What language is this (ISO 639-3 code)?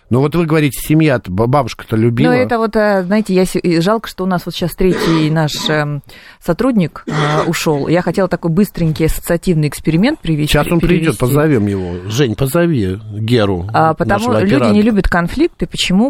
rus